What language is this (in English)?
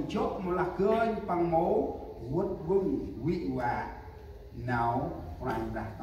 Central Mnong